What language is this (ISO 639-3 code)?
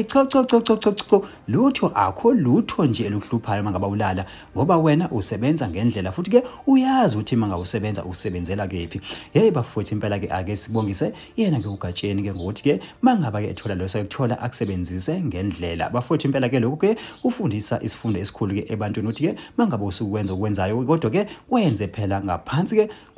zul